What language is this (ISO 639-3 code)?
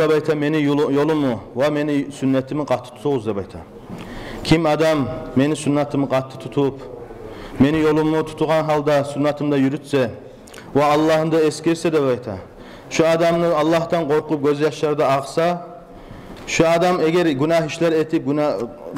kum